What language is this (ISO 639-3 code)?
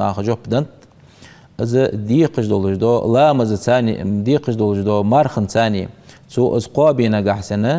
inh